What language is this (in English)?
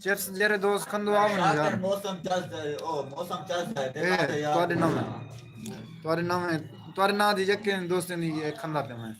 Saraiki